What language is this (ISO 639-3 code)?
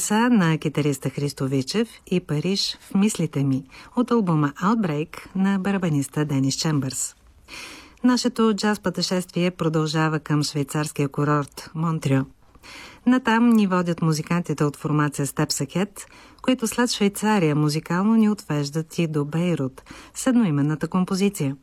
bul